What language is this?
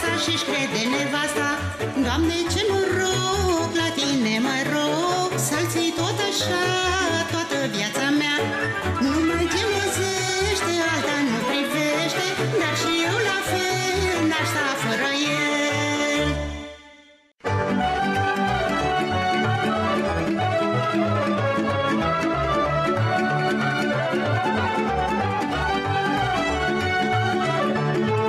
Romanian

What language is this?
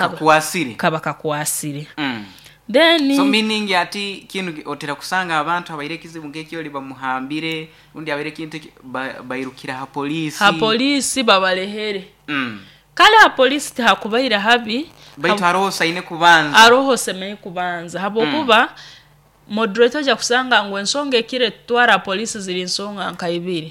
Nyoro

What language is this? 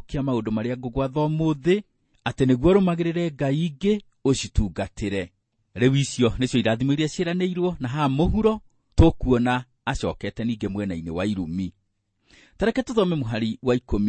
Kikuyu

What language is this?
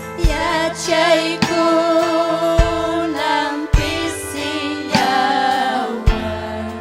Ayacucho Quechua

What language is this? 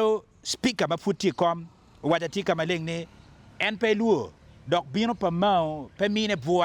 Acoli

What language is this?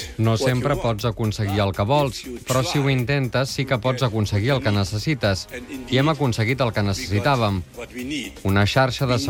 Catalan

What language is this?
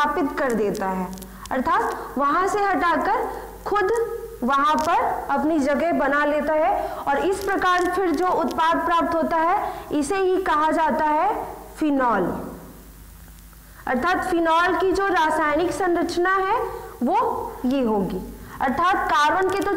Hindi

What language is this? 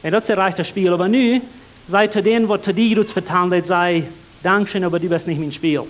Plautdietsch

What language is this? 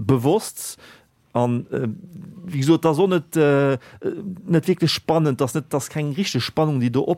Luxembourgish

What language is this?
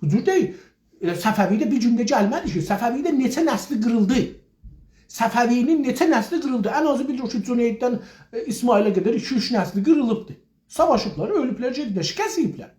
South Azerbaijani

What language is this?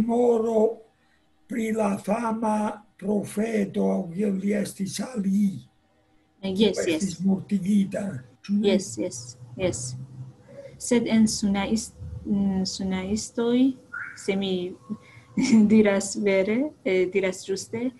Esperanto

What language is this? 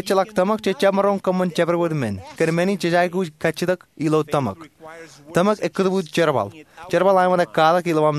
Marshallese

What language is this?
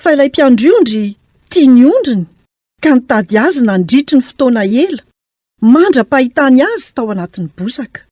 Malagasy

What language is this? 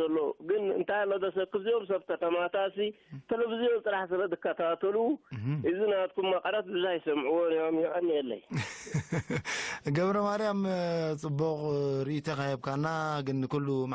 Tigrinya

